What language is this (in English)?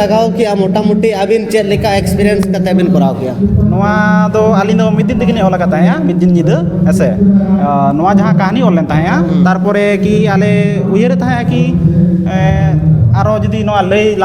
Santali